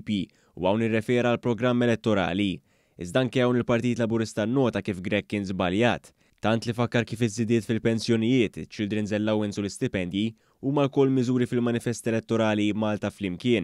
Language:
Maltese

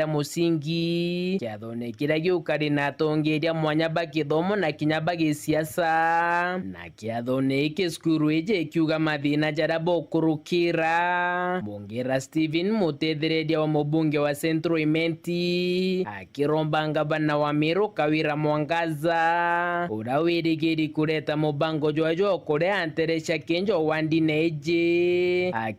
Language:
Meru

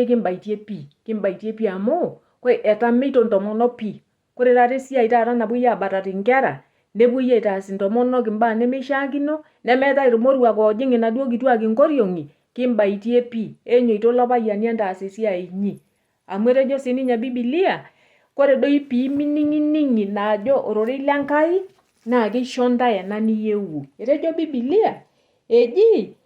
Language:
Masai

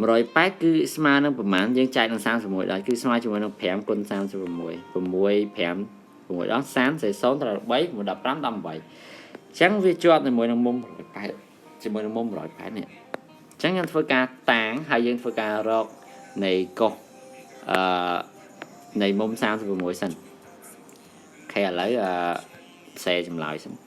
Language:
Khmer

